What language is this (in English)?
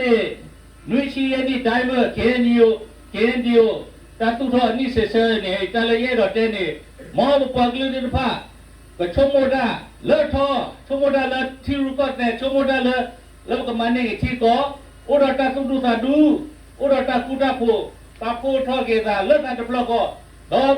S'gaw Karen